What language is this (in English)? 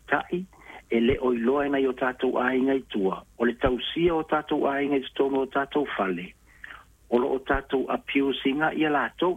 Samoan